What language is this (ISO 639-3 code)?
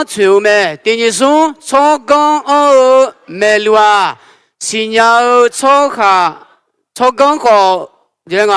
ahk